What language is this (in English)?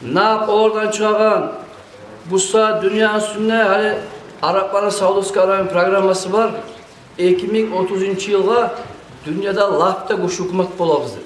Kumyk